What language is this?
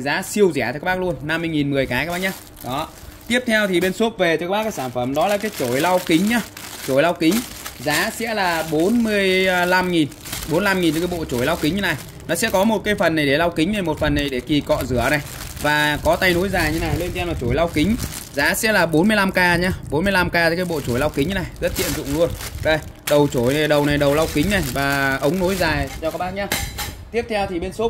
Vietnamese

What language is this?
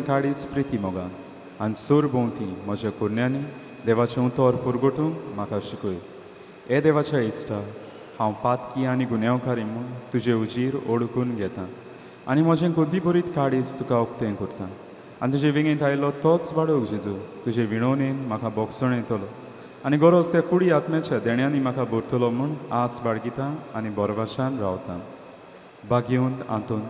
Konkani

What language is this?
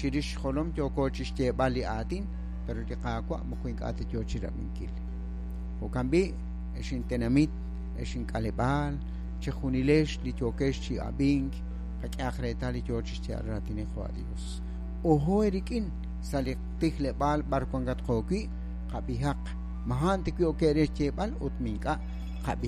Kekchí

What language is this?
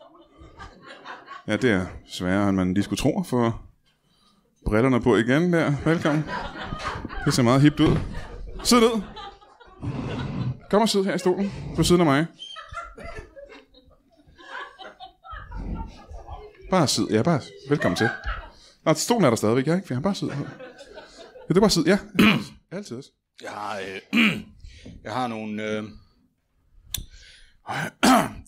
Danish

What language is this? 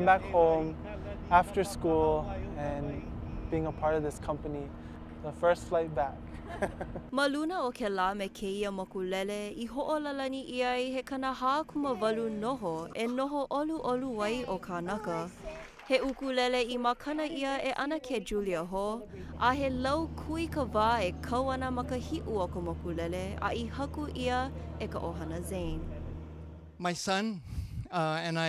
Hawaiian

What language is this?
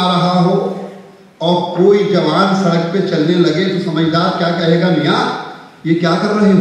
Urdu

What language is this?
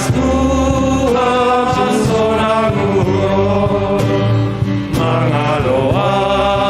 Batak Simalungun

